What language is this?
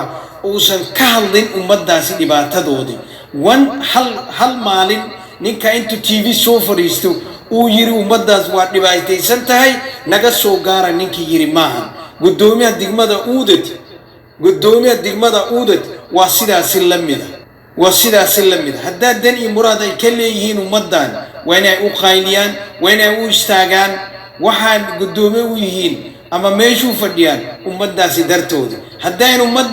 Somali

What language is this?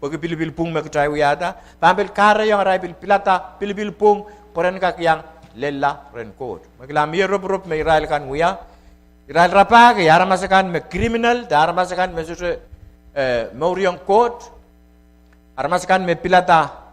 Pohnpeian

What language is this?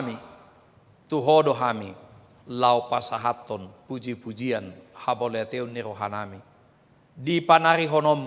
Batak Toba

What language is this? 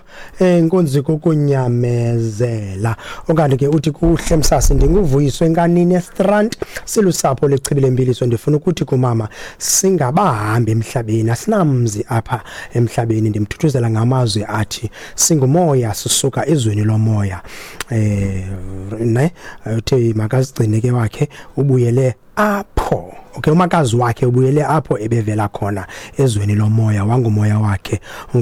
Xhosa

